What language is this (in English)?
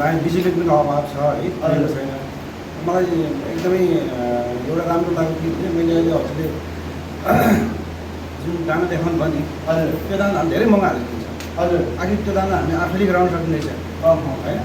Nepali